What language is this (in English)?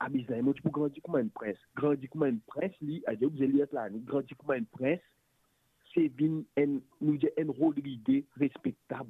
Morisyen